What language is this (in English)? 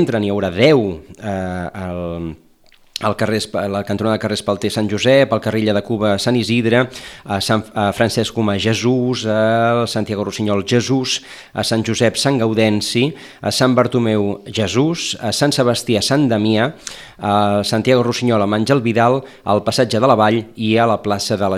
Catalan